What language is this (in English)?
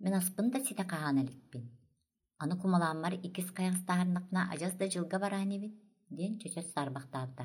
Yakut